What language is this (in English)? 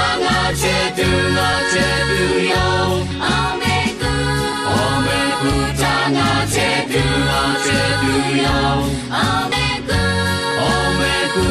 Lahu